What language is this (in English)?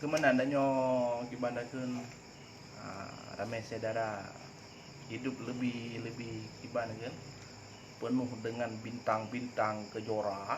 Achinese